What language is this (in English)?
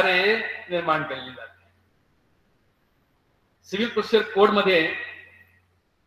Marathi